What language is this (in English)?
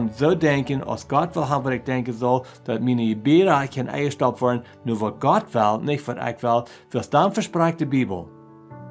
Plautdietsch